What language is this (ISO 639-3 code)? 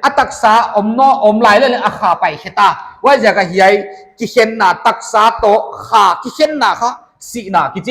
pck